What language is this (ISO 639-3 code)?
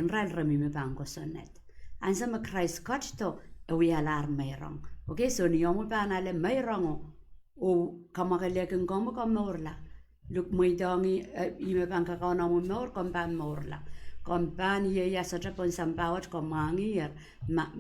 pon